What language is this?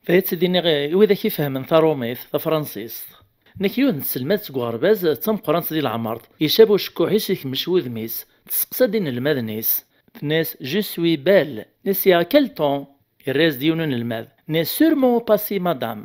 Kabyle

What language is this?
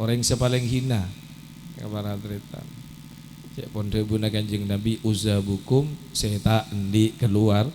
Madurese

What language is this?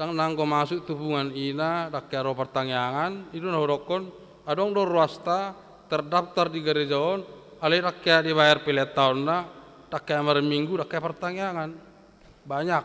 Batak Toba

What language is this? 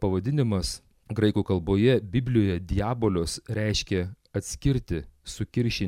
Lithuanian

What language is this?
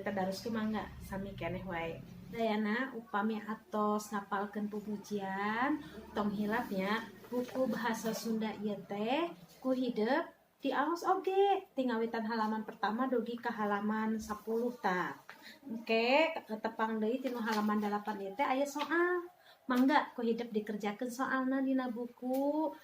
Sundanese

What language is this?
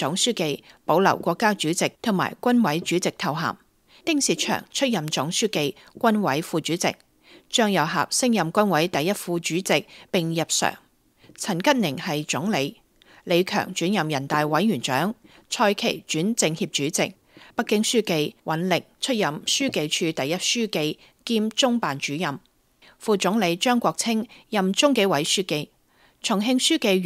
Cantonese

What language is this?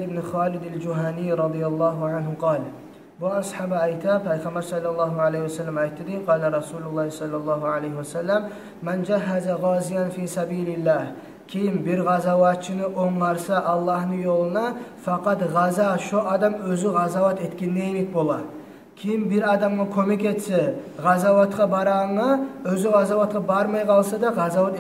Kumyk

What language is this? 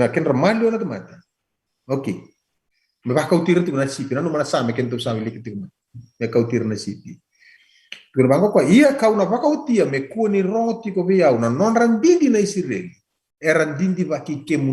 Fijian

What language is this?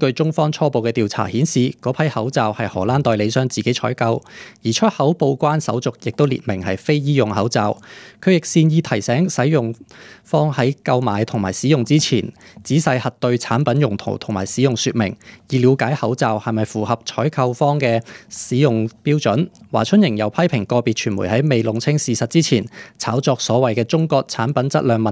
Cantonese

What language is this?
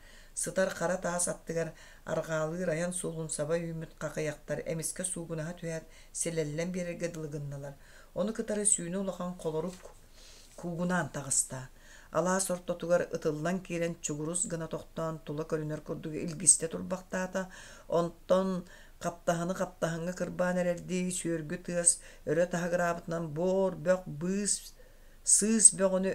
Yakut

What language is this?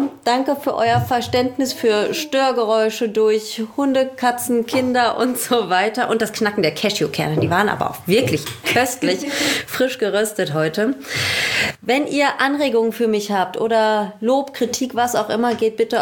German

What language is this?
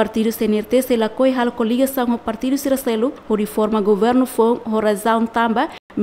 Tetum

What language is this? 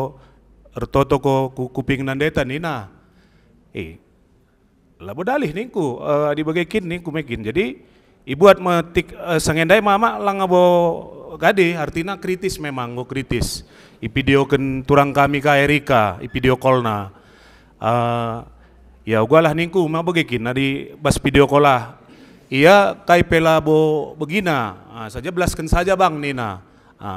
Batak Karo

